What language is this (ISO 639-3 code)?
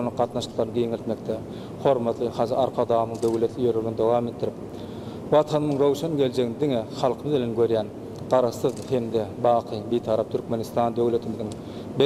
tuk